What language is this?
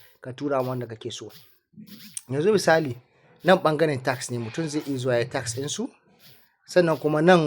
Hausa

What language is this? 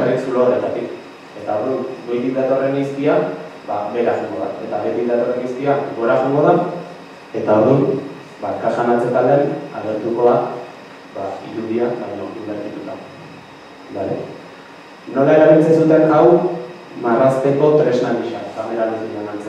Basque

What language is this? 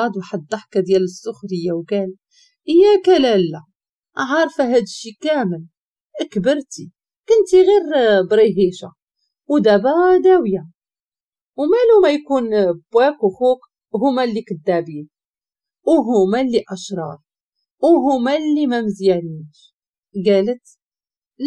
Moroccan Arabic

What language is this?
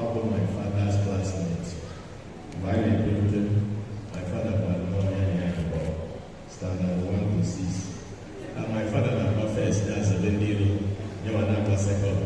Igbo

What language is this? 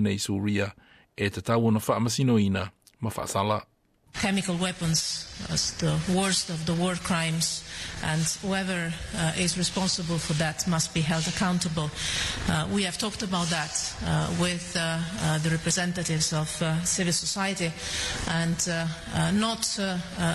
Samoan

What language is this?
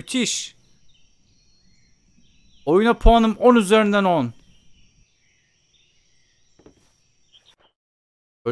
Turkish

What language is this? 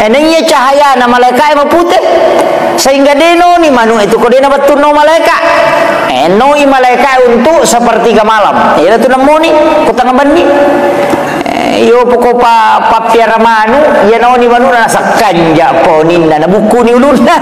Buginese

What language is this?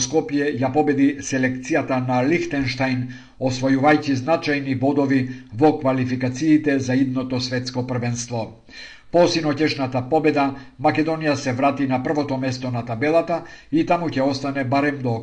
Macedonian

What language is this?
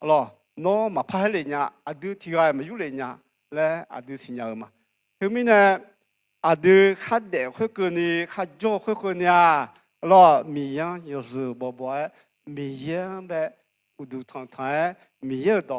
Akha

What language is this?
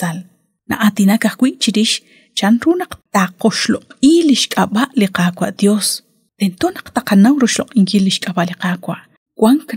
Kekchí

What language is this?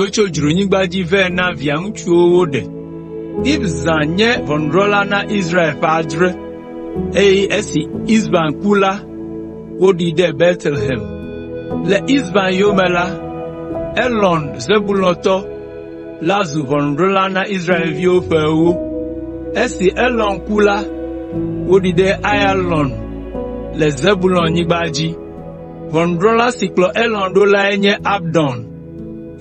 Ewe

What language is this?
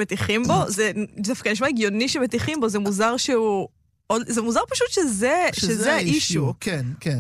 Hebrew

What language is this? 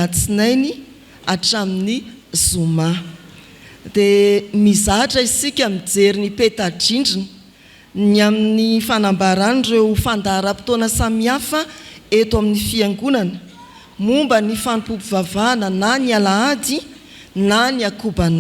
Malagasy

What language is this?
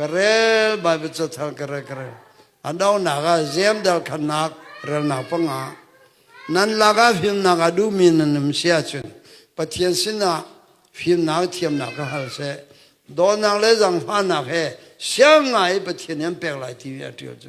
Hakha Chin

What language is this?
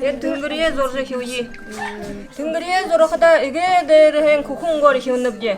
Buriat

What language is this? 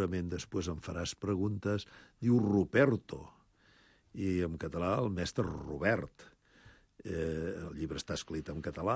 Catalan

